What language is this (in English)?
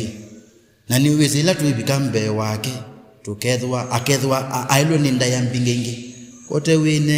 Kamba